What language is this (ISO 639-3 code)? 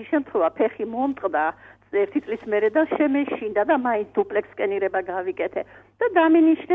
kat